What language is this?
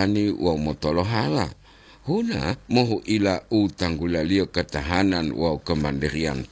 Gorontalo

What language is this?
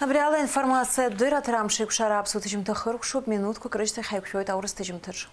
Abkhazian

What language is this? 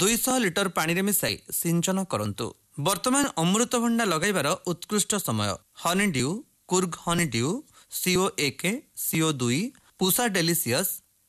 Odia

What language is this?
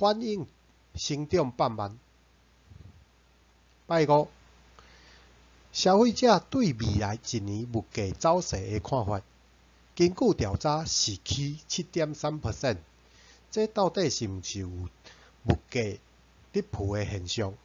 Min Nan Chinese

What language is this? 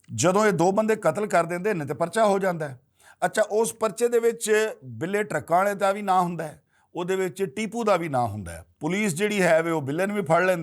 Western Panjabi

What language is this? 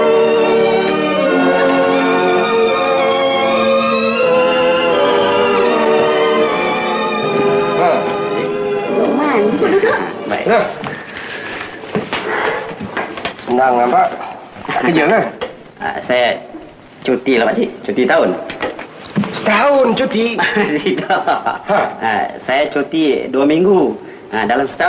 Malay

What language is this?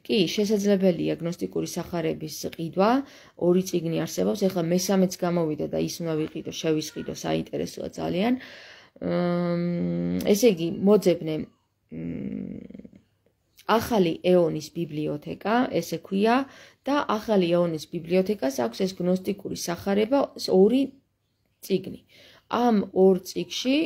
Georgian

